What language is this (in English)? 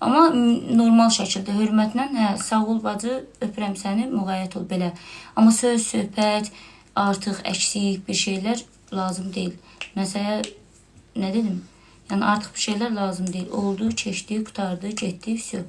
Azerbaijani